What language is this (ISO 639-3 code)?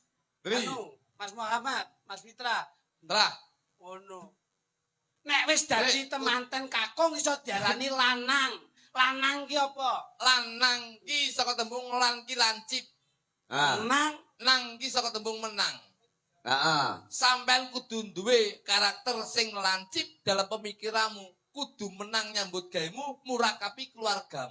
jav